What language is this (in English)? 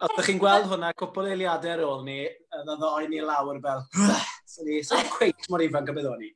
Welsh